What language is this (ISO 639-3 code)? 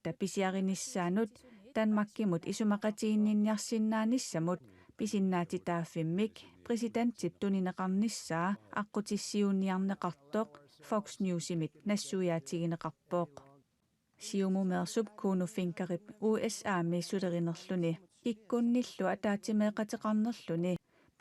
kal